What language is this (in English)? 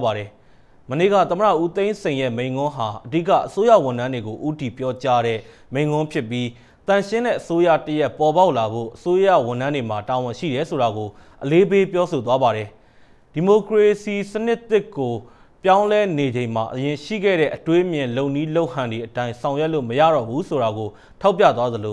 Burmese